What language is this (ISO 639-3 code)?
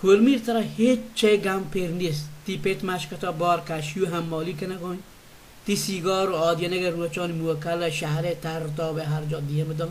bal